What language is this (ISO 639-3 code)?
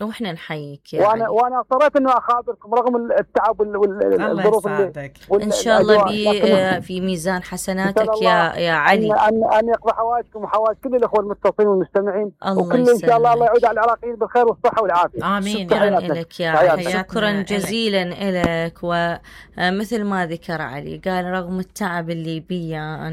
acm